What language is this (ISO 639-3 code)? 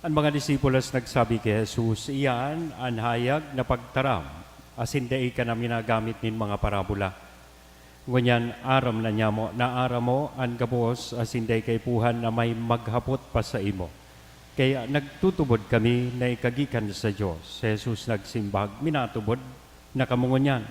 bik